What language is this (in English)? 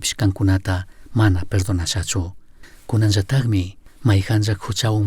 Chimborazo Highland Quichua